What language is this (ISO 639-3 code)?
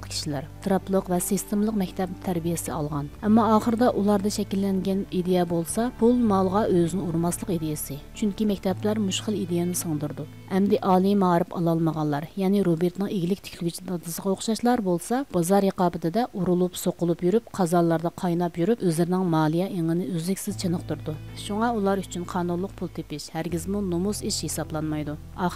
uig